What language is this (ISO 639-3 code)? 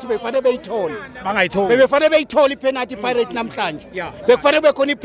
zul